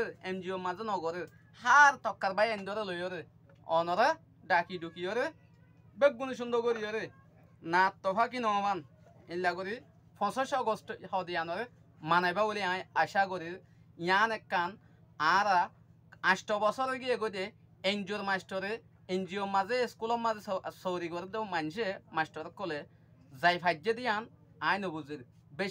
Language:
Rohingya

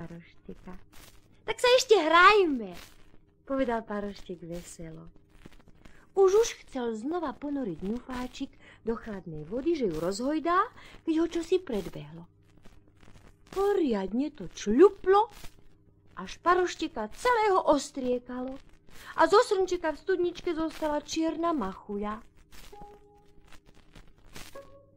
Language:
Slovak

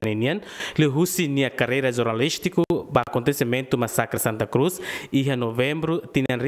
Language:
Tetum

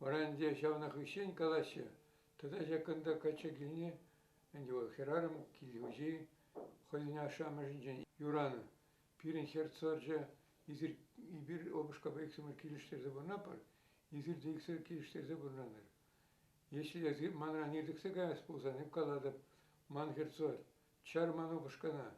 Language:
Chuvash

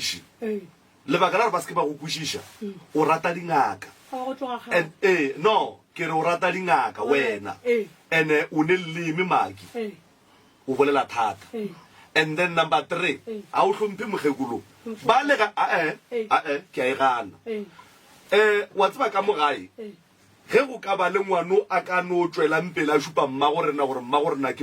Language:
Northern Sotho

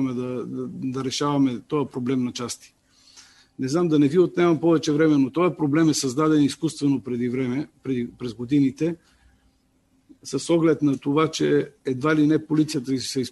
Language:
Bulgarian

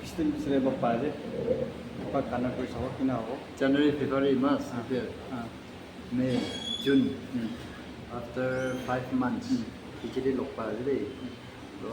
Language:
Naga Pidgin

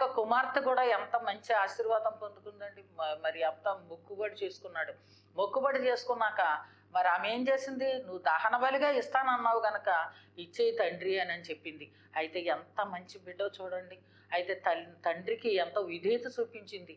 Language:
Telugu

